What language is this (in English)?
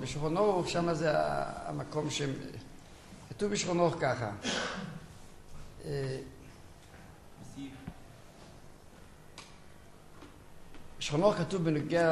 Hebrew